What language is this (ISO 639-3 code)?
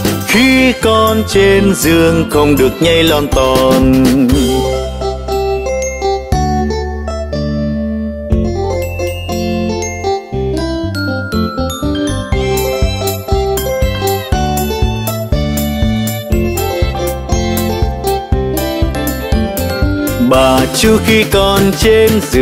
vie